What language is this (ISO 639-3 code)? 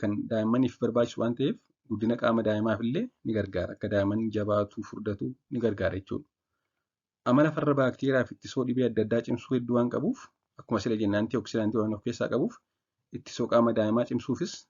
orm